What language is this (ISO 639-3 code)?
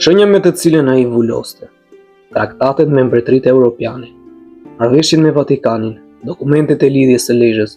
sqi